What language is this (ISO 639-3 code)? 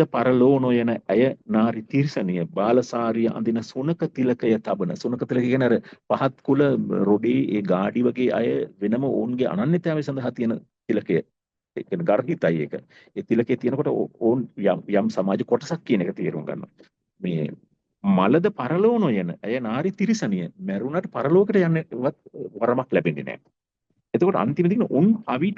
sin